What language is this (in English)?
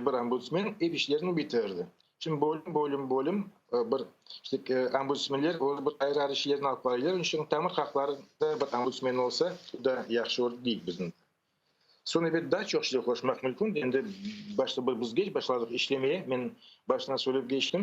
Crimean Tatar